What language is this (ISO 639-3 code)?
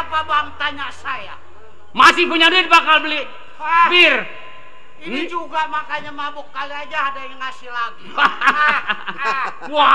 bew